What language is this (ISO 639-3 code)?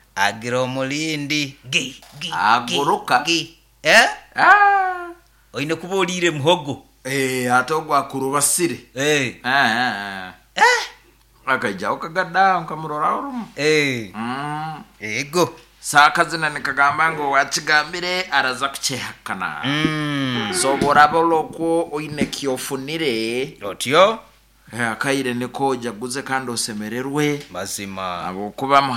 nyo